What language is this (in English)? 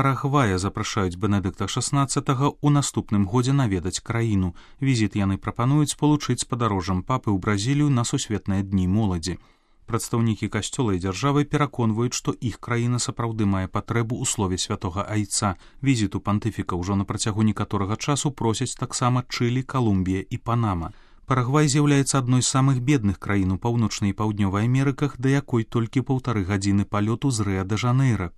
Belarusian